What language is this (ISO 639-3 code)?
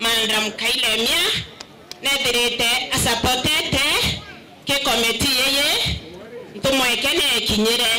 mer